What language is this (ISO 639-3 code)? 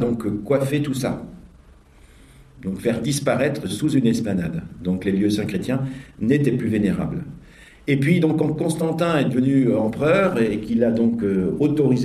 fra